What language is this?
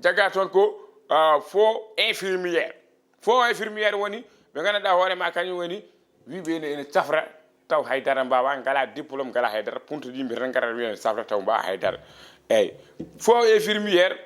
Fula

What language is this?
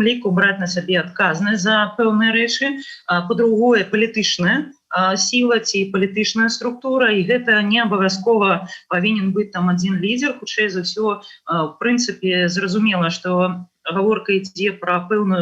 Belarusian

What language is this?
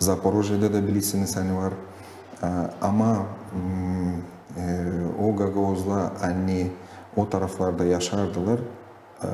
Gagauz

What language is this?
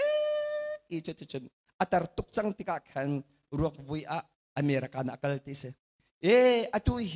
Hakha Chin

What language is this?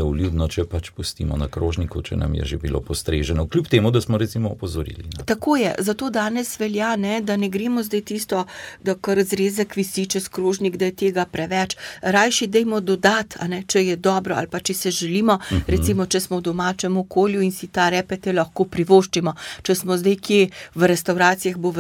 Slovenian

